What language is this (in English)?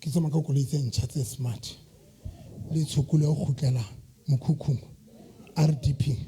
Southern Sotho